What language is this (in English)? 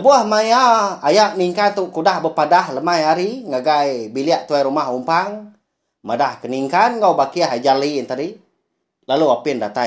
Iban